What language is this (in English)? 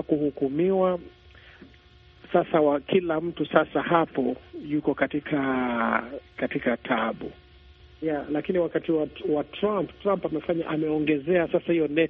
Swahili